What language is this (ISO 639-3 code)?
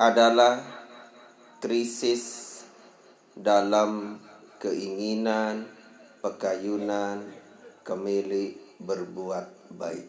sas